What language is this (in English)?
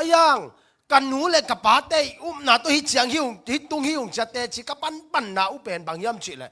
Tedim Chin